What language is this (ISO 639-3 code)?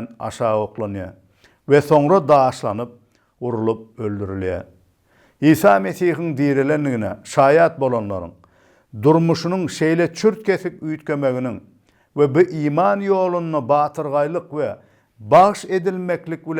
tuk